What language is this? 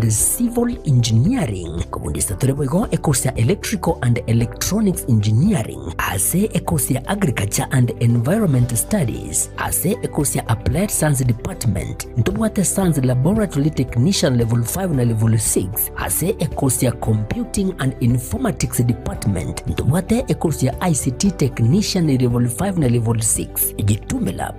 Gusii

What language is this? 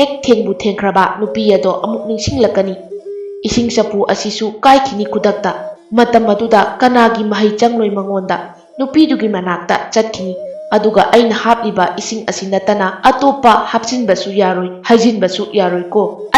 Manipuri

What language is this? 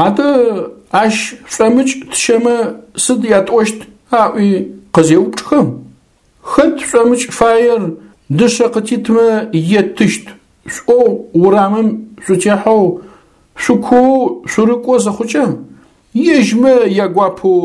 Adyghe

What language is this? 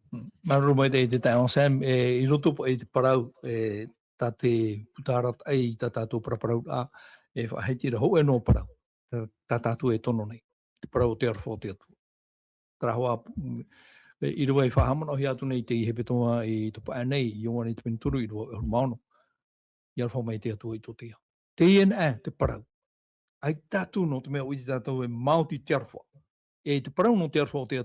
Tahitian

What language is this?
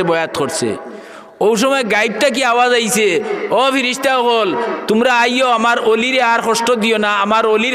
Sylheti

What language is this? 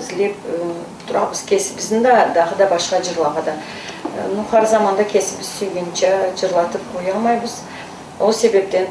Karachay-Balkar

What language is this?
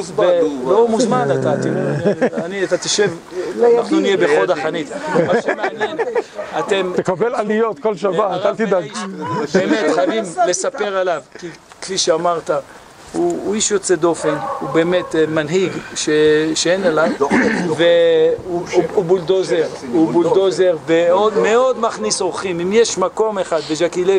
Hebrew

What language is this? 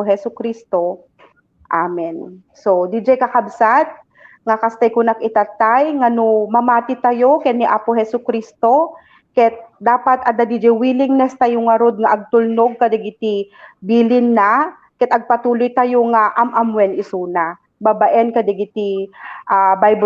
Iloko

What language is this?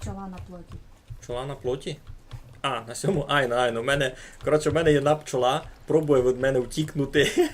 Rusyn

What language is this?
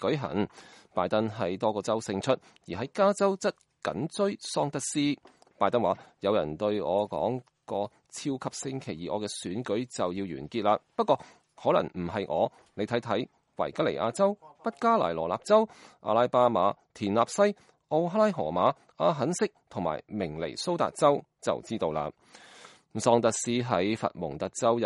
Cantonese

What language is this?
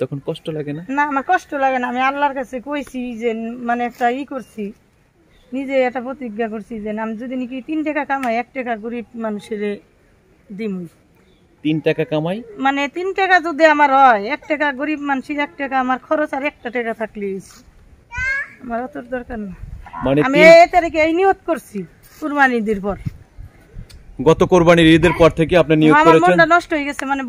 Bangla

